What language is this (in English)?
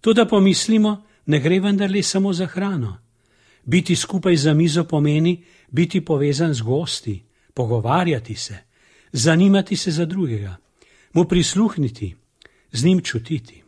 Slovenian